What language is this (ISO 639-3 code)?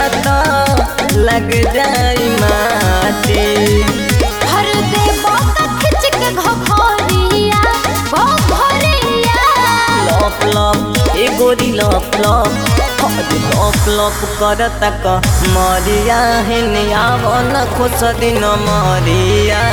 bho